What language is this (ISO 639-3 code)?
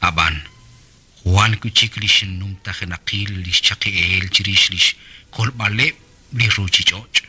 kek